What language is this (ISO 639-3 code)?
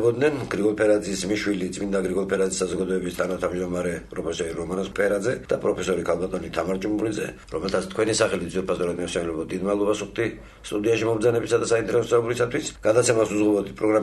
kat